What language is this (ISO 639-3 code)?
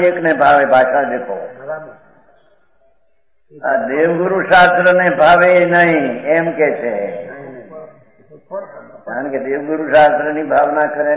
guj